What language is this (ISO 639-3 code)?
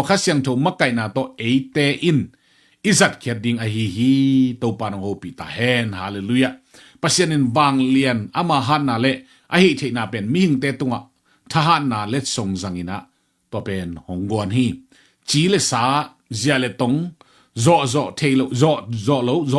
ctd